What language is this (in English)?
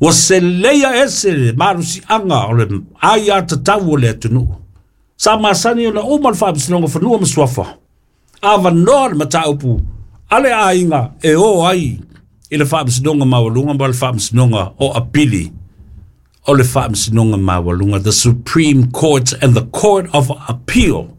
Samoan